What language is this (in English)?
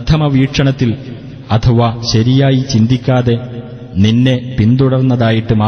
Malayalam